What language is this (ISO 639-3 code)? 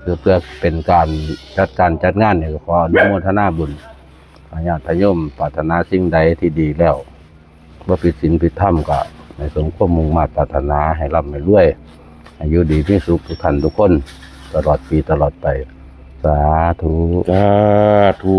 lao